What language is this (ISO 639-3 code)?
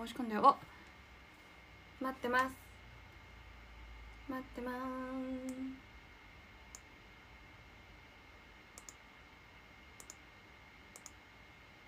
jpn